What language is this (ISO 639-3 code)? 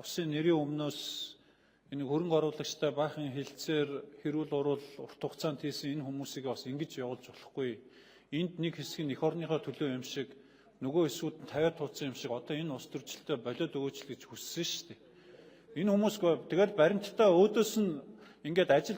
mon